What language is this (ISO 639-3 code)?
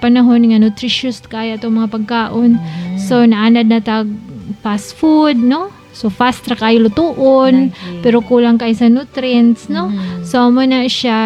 ceb